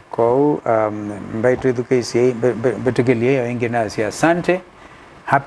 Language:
Kamba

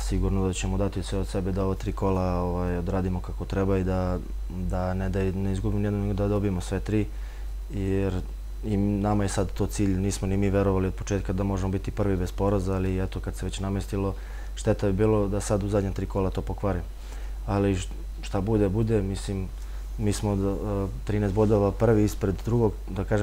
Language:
Serbian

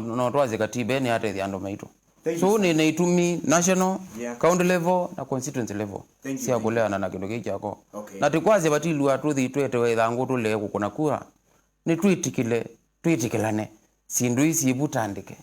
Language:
Kamba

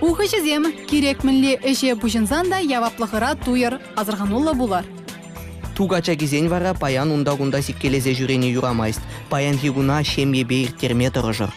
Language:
Chuvash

